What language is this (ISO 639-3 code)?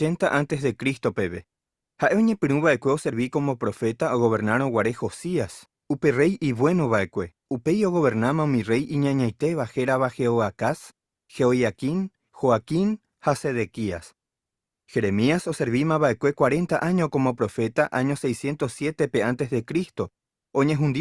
grn